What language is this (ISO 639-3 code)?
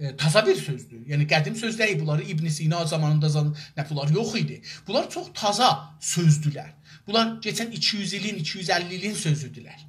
azb